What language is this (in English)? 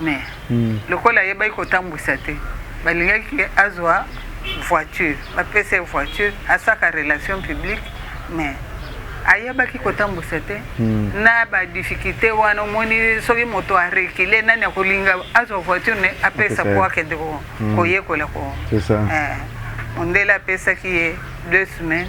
Lingala